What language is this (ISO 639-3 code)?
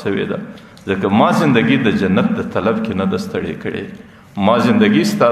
pus